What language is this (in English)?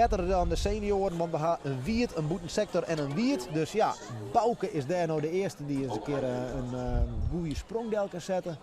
Western Frisian